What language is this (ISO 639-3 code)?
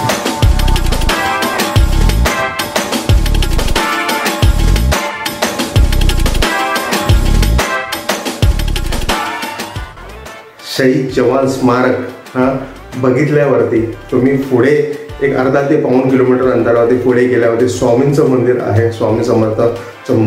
mar